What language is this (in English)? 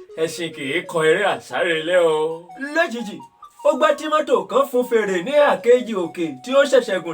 Yoruba